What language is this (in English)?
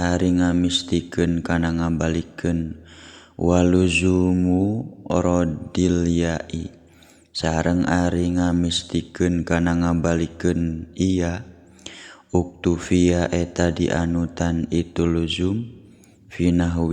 Sundanese